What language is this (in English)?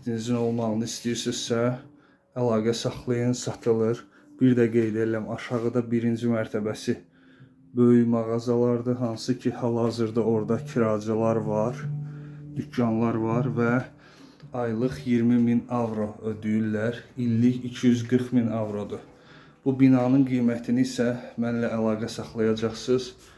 Azerbaijani